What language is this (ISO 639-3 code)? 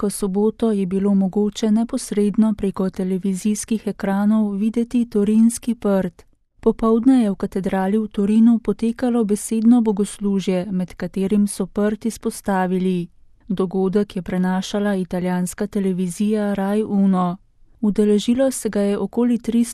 slv